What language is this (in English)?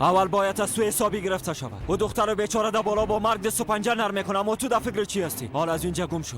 Persian